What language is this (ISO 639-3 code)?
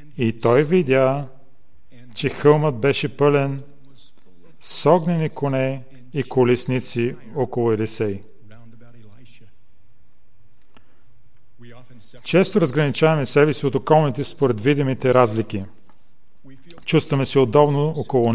bul